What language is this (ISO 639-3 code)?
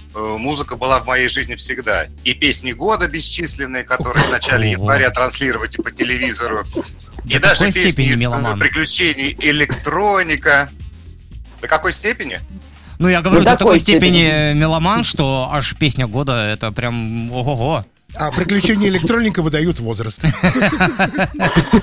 rus